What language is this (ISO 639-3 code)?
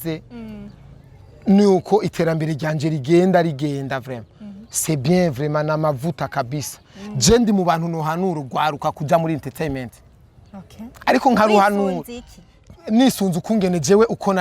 run